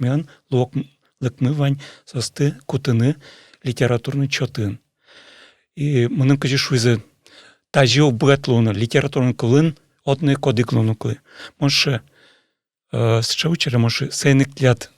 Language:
Udmurt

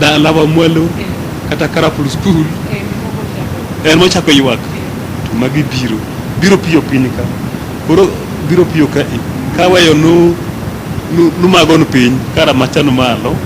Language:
Luo (Kenya and Tanzania)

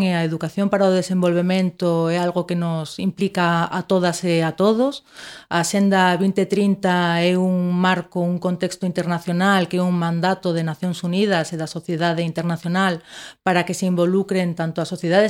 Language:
Galician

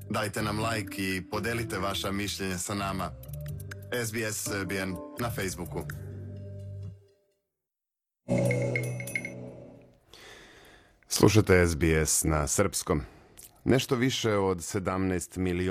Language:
Serbian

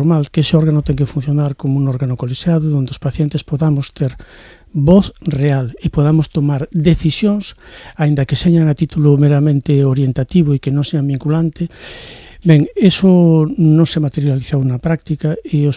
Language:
Galician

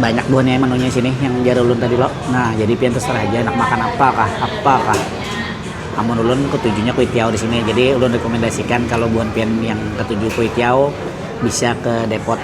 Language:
Banjar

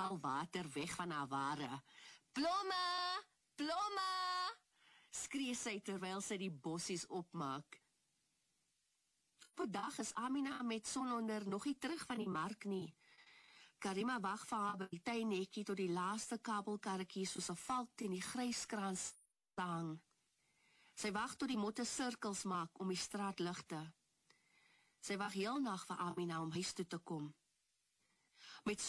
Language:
Afrikaans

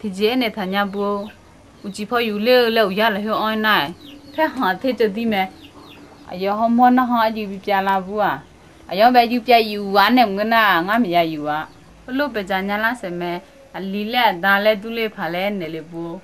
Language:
Akha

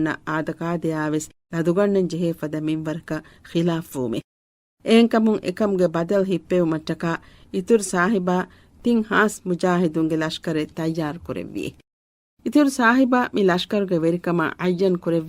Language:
Divehi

